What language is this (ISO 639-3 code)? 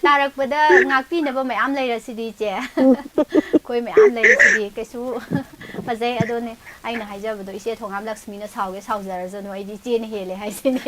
mni